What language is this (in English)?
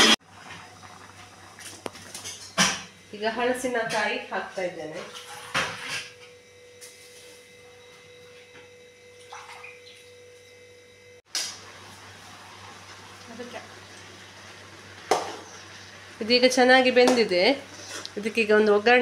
Kannada